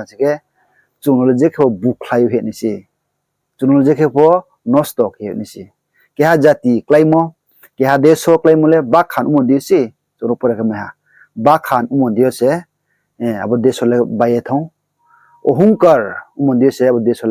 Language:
Riang (India)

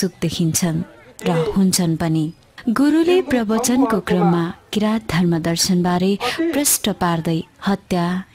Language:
Nepali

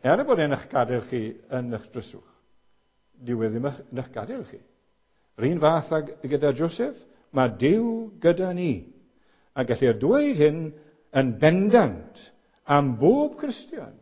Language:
Welsh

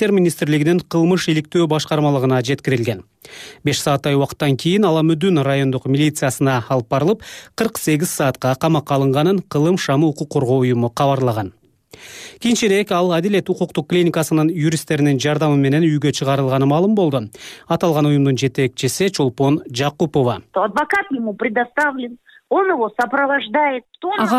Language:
Kyrgyz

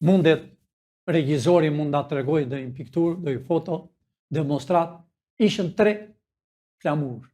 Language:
Albanian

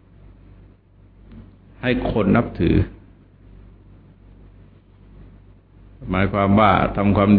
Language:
Thai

